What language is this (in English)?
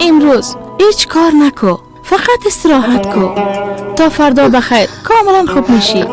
Persian